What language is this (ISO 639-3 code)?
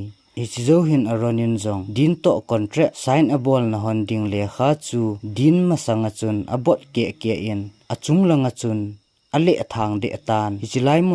tcz